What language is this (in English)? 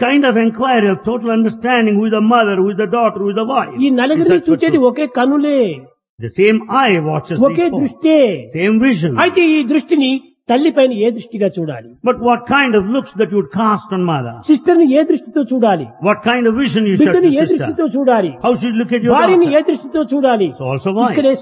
Telugu